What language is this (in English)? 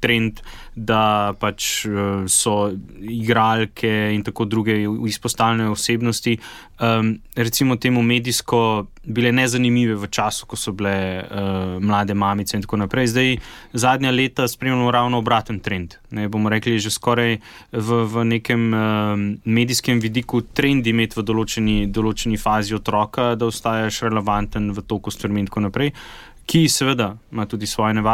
Slovenian